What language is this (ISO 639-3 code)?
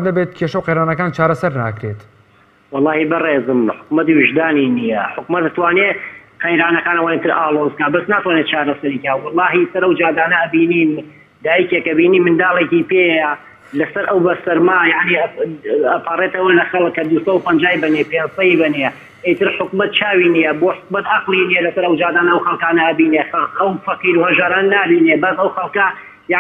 ckb